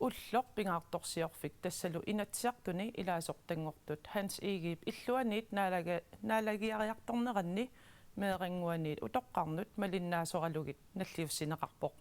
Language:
Kalaallisut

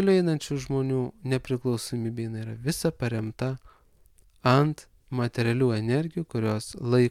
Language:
Lithuanian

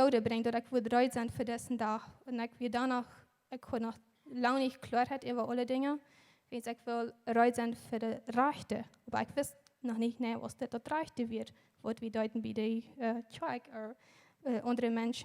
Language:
Plautdietsch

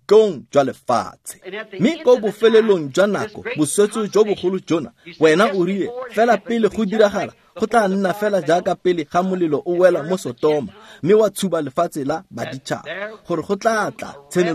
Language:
Tswana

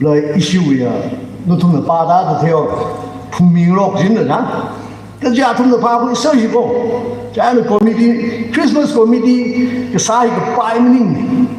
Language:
Tangkhul Naga (India)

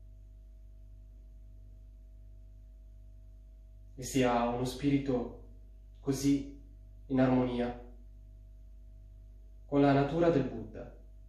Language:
Italian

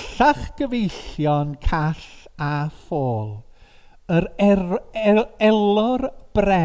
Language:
Welsh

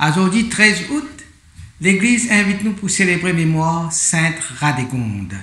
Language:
Morisyen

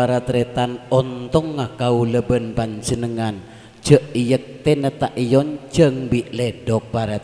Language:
Madurese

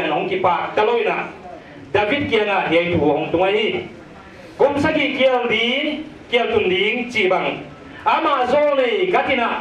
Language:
Paite Chin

